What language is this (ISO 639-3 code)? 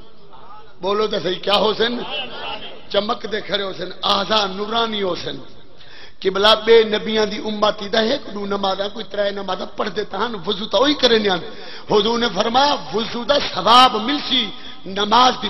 skr